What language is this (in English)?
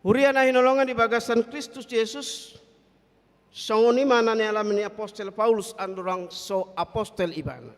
Batak Toba